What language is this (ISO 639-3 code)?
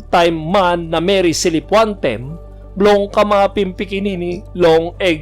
tpi